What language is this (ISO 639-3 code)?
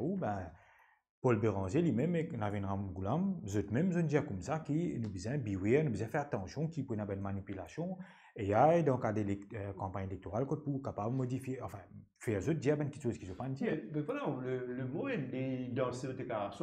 mfe